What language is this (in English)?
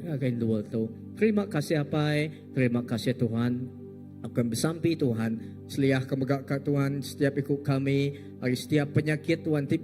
Iban